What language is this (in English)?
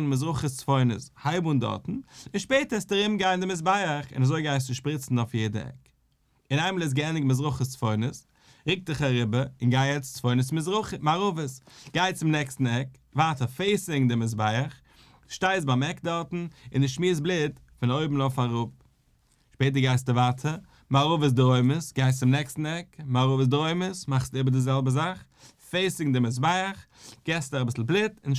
Yiddish